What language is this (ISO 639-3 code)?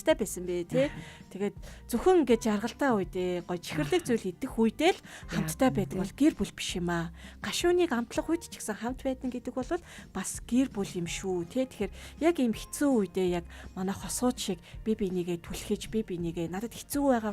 mon